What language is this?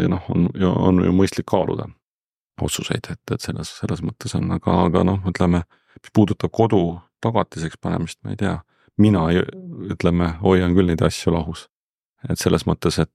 Estonian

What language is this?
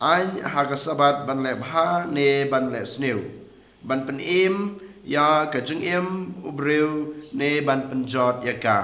Khasi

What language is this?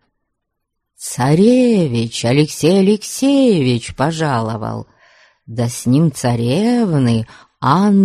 Russian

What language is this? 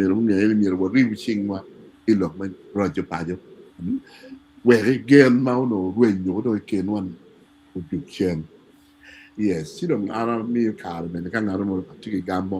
Acoli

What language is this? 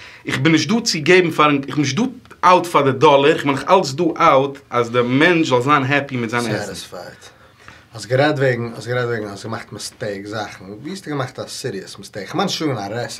Yiddish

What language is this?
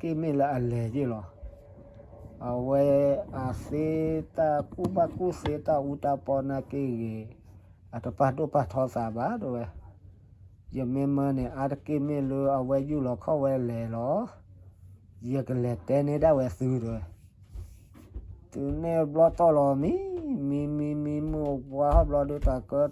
S'gaw Karen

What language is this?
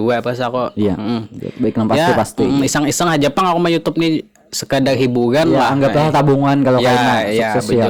Banjar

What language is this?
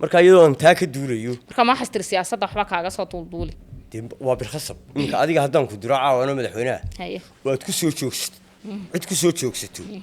Somali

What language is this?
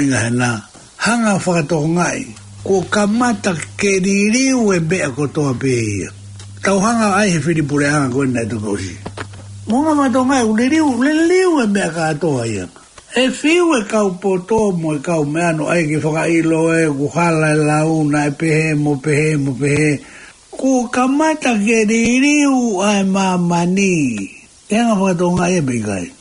Tongan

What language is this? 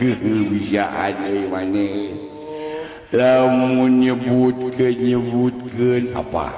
Sundanese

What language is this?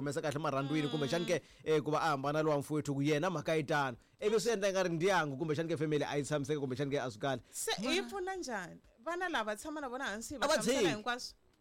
Tsonga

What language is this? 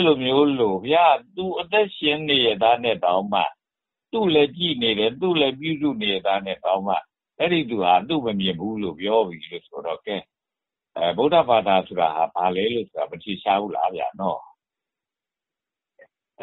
Burmese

